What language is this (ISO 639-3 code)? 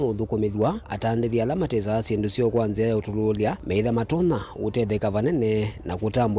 kam